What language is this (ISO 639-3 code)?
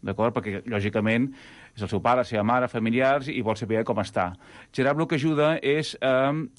cat